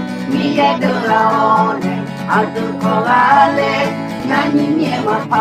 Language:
Akha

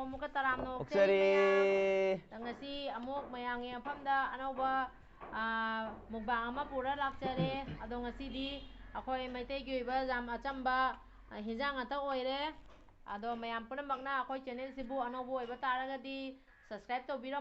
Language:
Manipuri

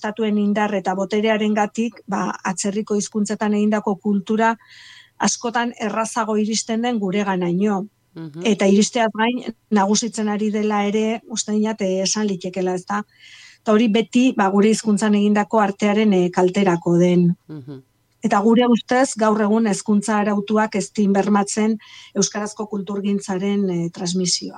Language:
Basque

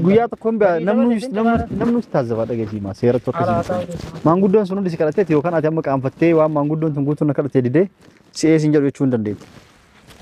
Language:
Oromo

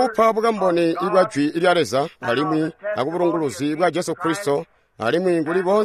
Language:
Tonga (Zambia)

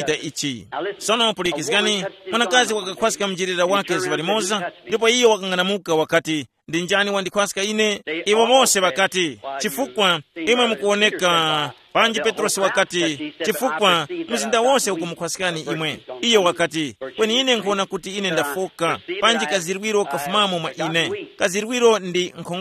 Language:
Tumbuka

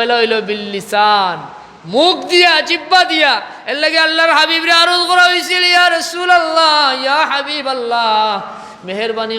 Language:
Sylheti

